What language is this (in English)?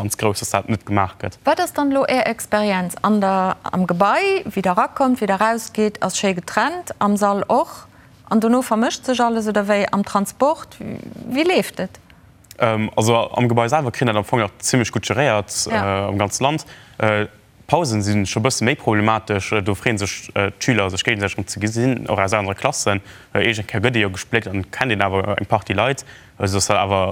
Luxembourgish